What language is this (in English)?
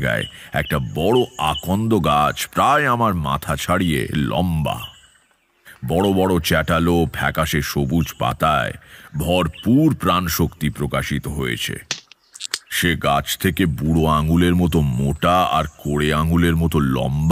Bangla